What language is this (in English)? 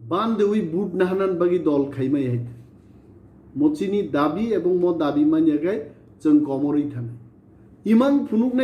Kok Borok